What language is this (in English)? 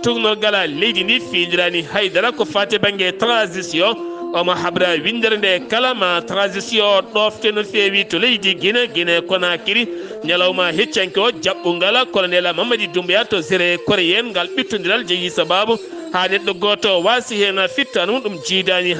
Fula